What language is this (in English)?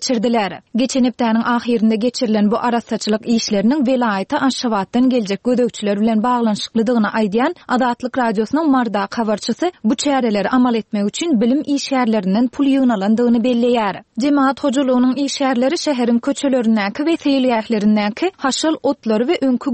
Turkmen